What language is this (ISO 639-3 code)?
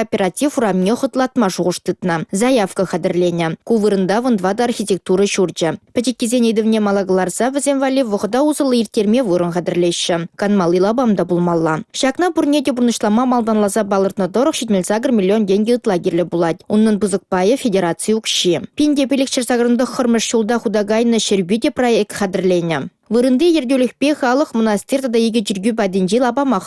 chv